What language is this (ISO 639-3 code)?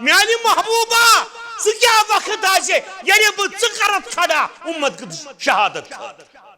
kas